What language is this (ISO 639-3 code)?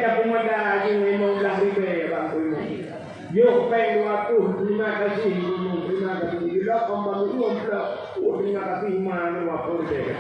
ace